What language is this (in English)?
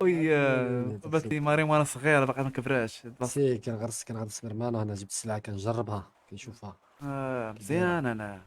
Moroccan Arabic